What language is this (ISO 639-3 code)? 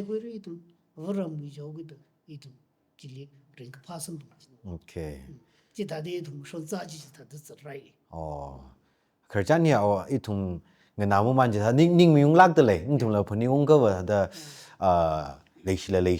nmf